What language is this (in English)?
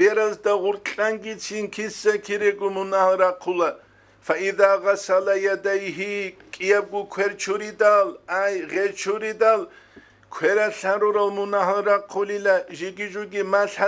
Avaric